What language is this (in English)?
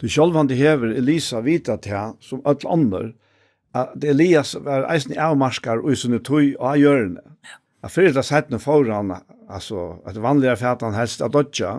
Faroese